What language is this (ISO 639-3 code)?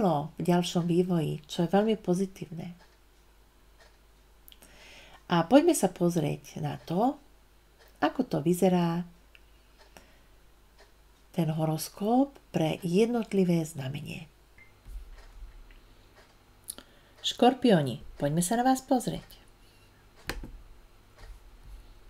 slk